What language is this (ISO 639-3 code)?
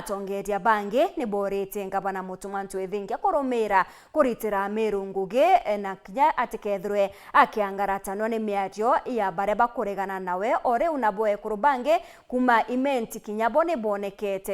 mer